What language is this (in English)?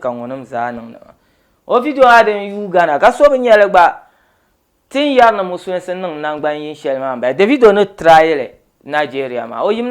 Dagbani